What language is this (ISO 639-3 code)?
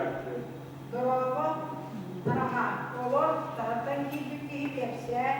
sah